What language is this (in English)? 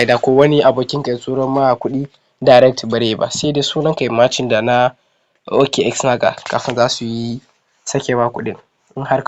Hausa